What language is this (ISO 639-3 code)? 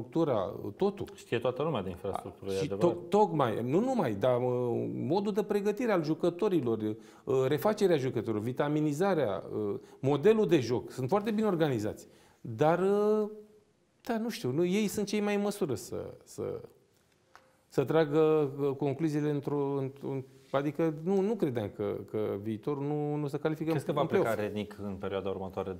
ron